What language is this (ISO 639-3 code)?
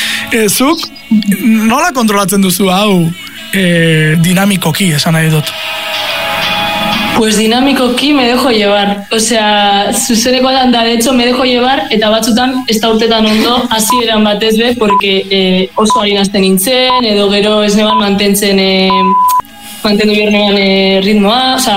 eus